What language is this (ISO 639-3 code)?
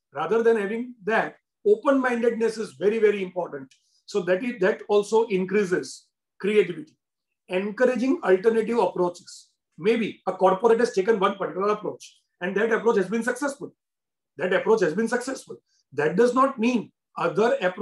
eng